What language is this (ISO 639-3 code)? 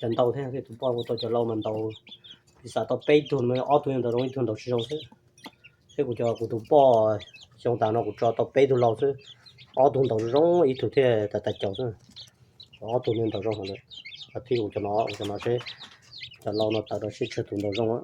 hmn